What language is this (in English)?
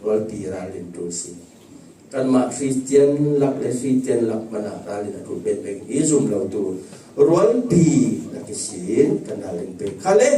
Falam Chin